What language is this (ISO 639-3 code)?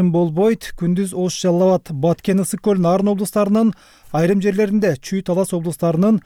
kir